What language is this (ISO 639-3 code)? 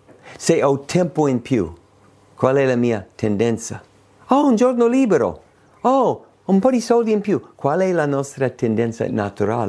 ita